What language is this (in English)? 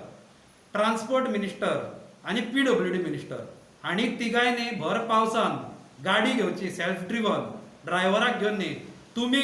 Konkani